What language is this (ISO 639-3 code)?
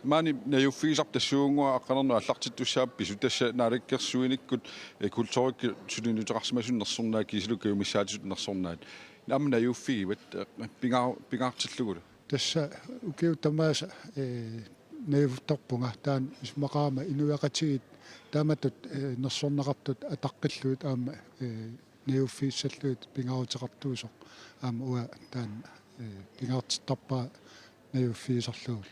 kal